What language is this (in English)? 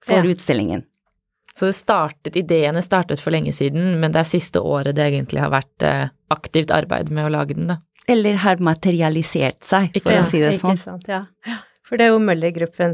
Norwegian